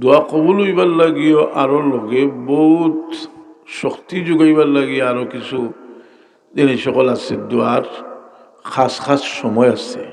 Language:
Sylheti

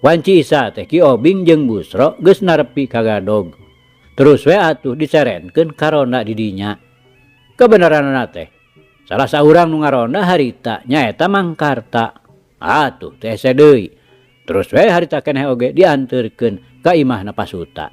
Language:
Sundanese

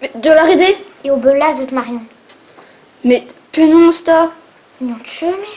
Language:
Breton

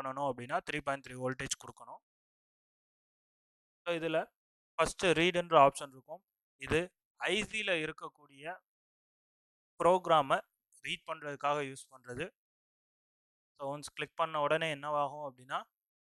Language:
Tamil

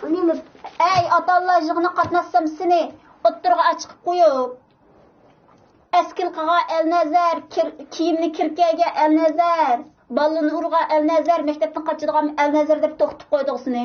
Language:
Uyghur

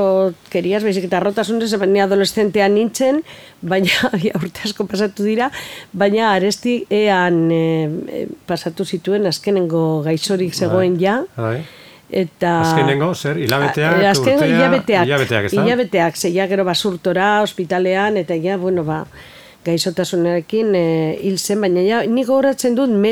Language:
Basque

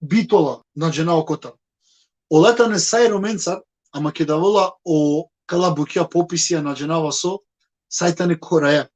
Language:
Balkan Romani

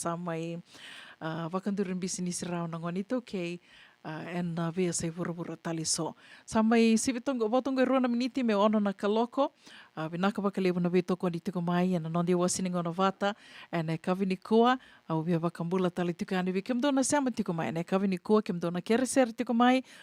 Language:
Fijian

